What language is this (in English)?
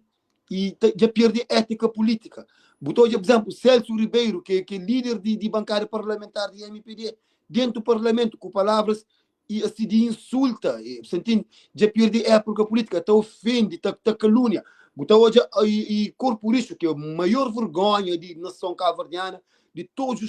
Kabuverdianu